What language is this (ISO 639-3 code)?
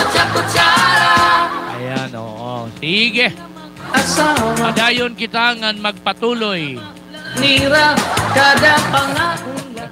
war